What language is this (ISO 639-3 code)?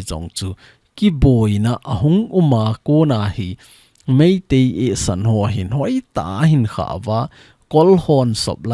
tcz